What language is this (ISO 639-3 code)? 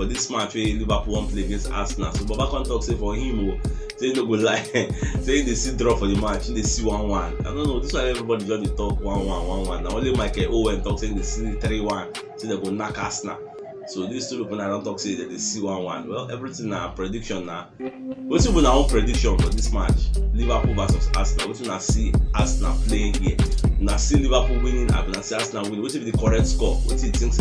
pcm